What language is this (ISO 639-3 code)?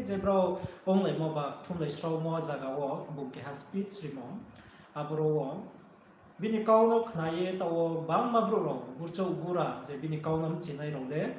ria